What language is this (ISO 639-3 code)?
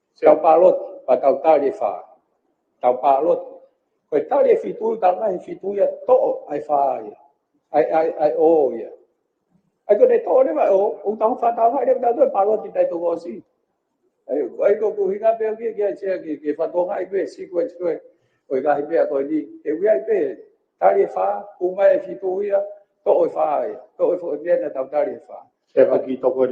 ton